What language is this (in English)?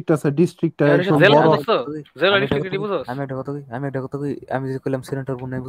Bangla